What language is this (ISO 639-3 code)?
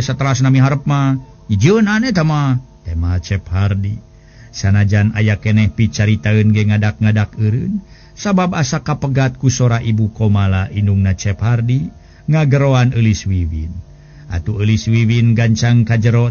sun